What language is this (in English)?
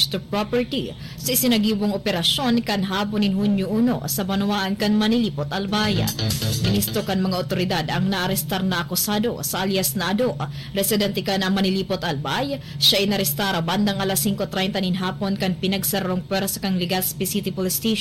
Bikol